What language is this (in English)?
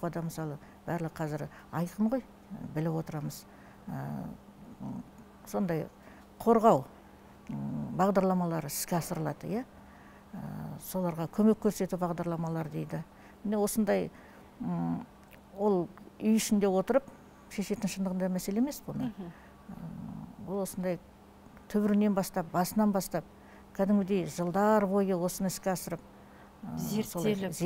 Kazakh